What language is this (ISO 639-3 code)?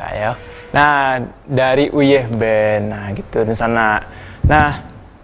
min